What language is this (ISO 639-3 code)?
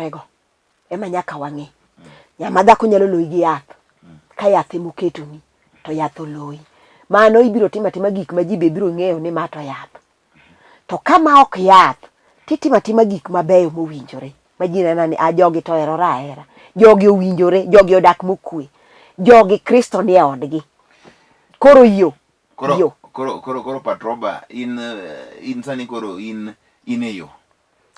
luo